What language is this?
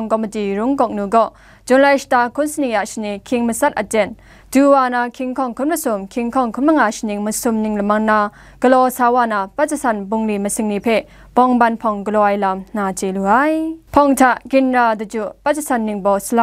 Kachin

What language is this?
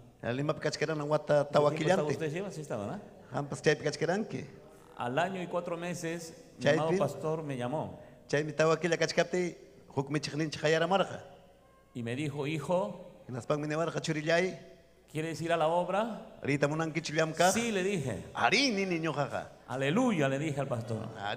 Ayacucho Quechua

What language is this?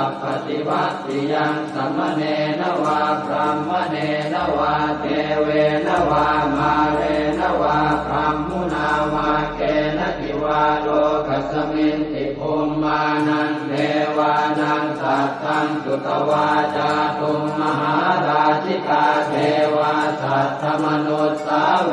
Pali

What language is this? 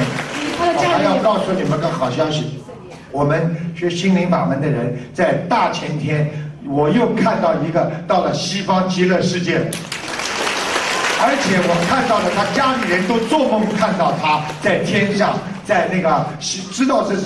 Chinese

